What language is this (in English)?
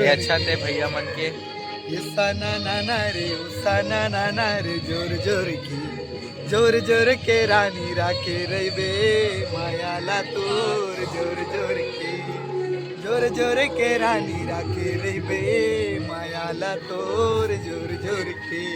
Chhattisgarhi